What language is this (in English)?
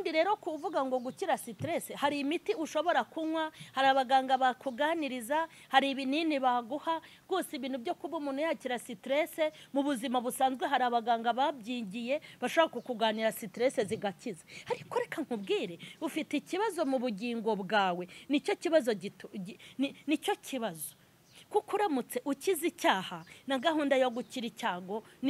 Kinyarwanda